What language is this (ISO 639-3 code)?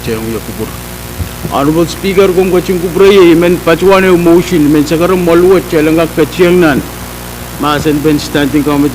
pon